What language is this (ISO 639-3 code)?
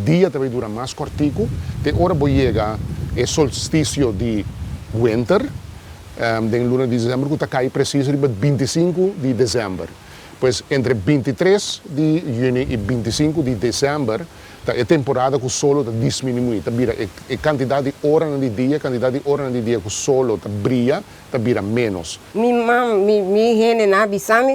pap